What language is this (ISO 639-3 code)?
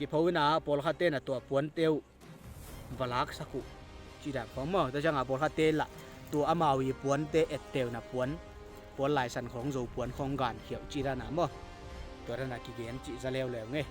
ctd